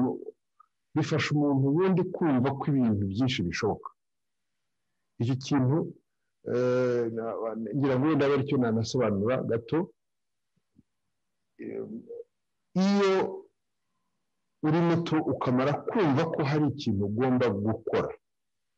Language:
Kinyarwanda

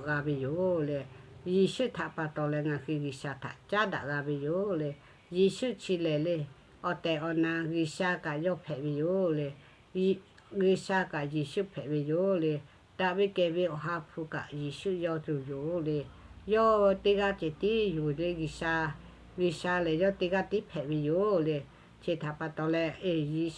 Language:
Lahu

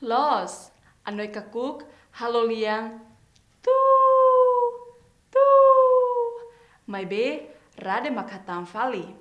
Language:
Tetum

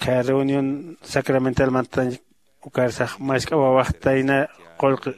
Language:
Aymara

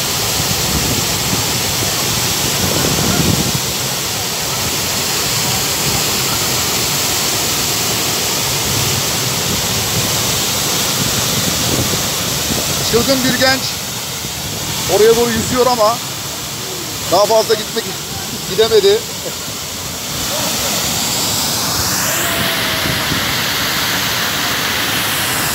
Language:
Turkish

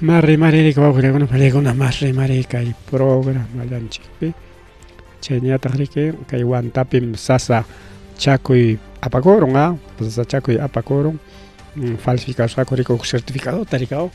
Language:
Ayacucho Quechua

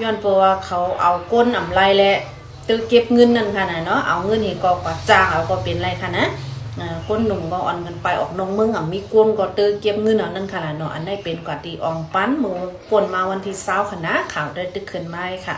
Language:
Shan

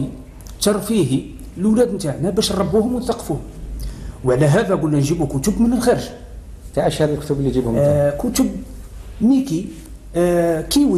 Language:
Algerian Arabic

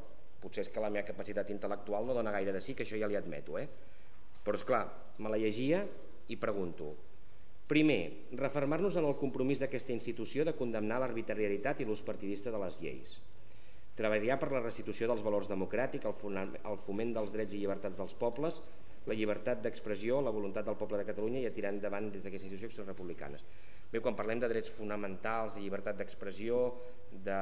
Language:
Catalan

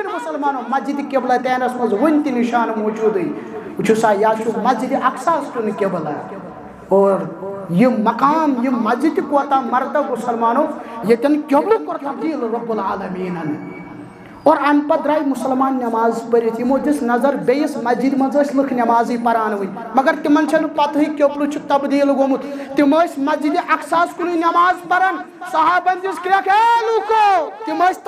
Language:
Kashmiri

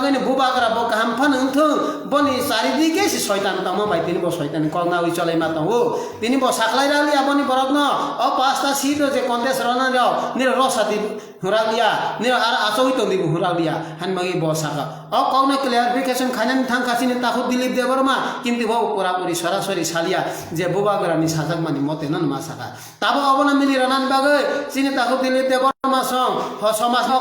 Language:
Kok Borok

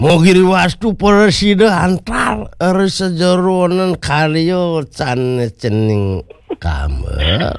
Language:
Balinese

